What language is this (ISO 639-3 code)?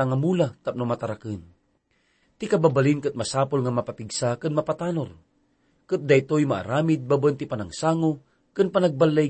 ilo